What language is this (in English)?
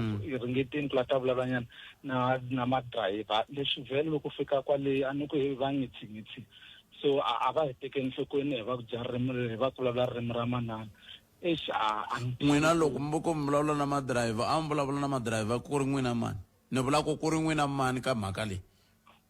Tsonga